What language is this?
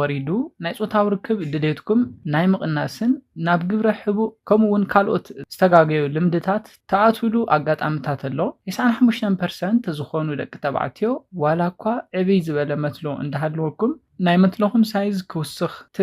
Tigrinya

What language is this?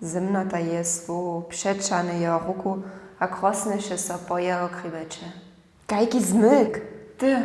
Upper Sorbian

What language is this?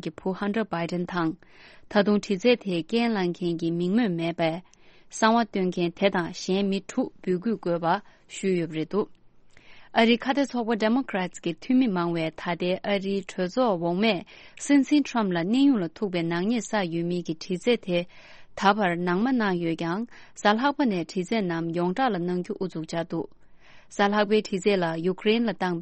Tibetan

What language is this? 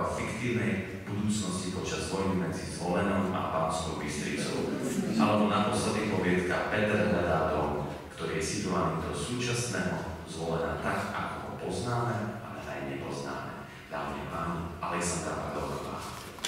Slovak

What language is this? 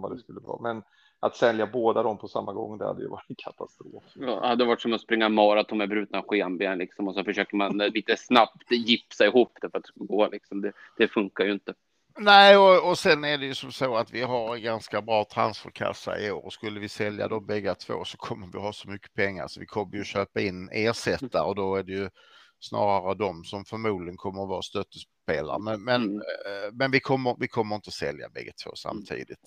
Swedish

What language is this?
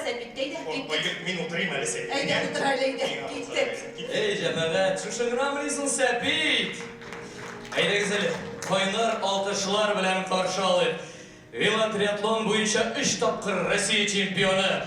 Tatar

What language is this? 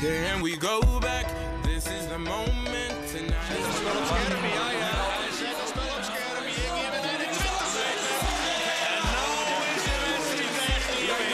Western Frisian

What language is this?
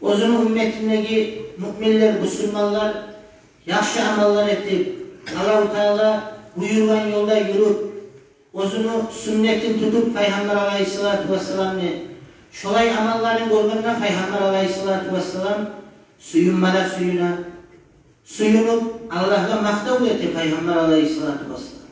Kumyk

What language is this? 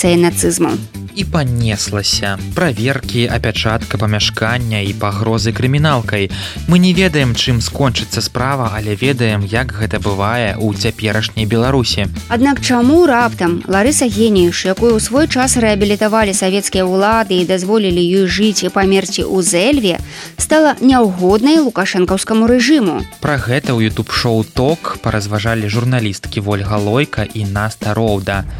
Belarusian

